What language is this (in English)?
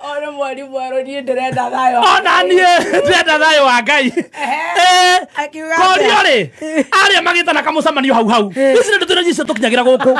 Kikuyu